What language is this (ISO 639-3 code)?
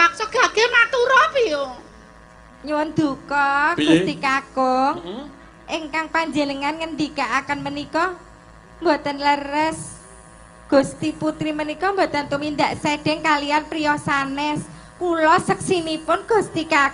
jav